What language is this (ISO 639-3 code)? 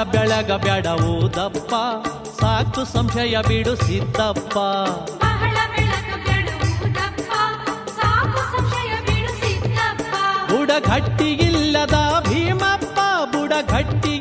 kan